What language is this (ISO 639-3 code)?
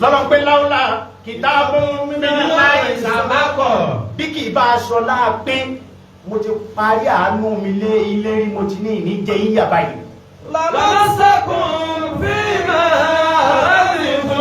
yor